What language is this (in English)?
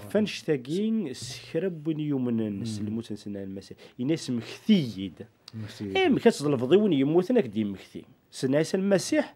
Kabyle